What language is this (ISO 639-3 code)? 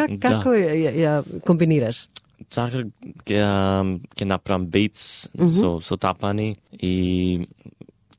mkd